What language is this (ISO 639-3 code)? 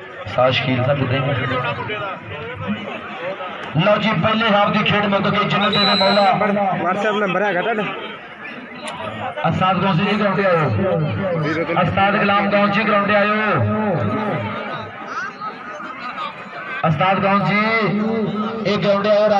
pan